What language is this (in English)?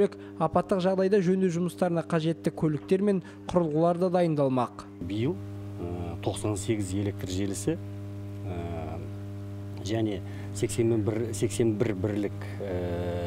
Kazakh